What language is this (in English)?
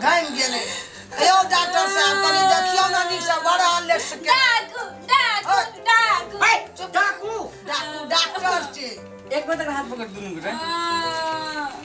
Maithili